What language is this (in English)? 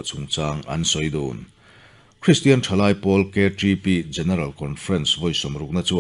Mizo